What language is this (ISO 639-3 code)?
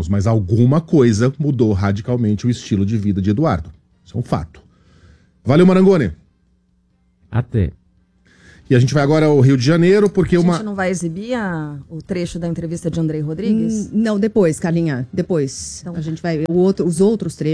por